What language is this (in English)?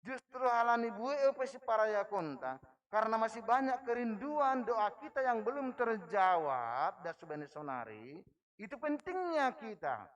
Batak Simalungun